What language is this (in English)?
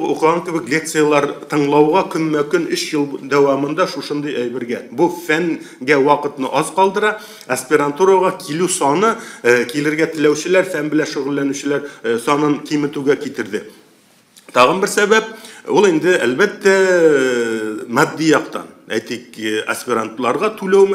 Tatar